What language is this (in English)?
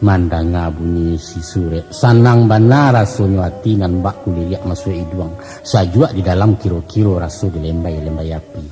Minangkabau